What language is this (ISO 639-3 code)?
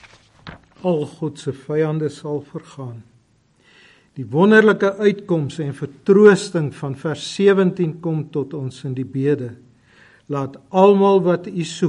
afr